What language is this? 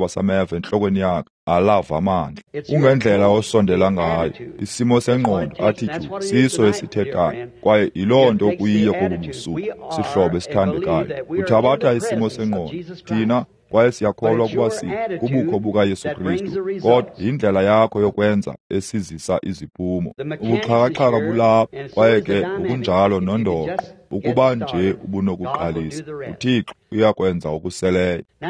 Xhosa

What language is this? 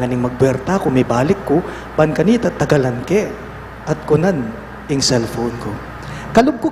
Pampanga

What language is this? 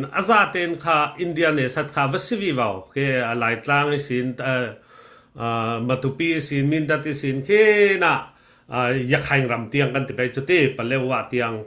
Falam Chin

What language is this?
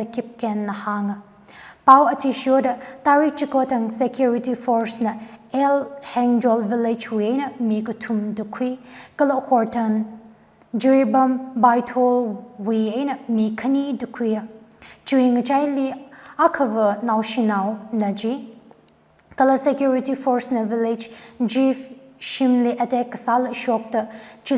Tangkhul Naga (India)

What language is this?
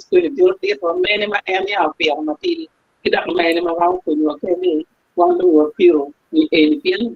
Acoli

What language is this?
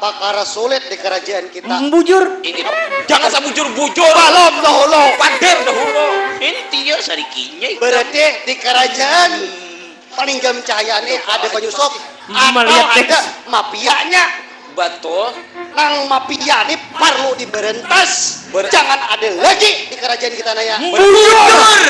Banjar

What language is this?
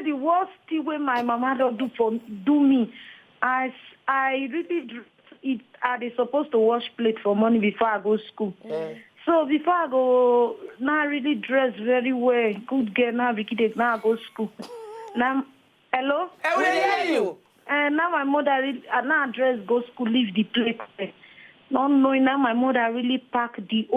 Nigerian Pidgin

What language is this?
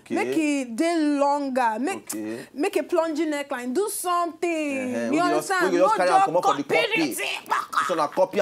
Nigerian Pidgin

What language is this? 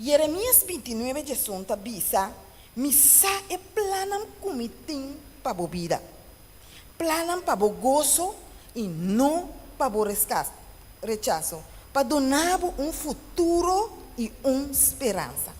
Papiamento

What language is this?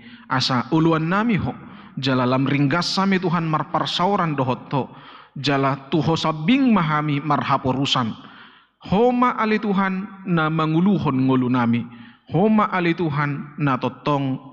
Batak Toba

